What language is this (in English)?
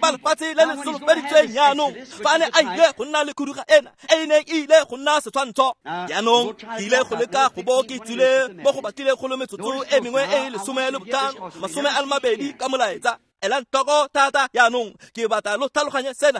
Tswana